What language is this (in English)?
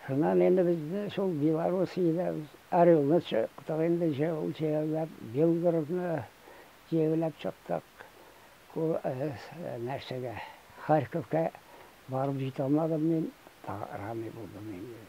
Tatar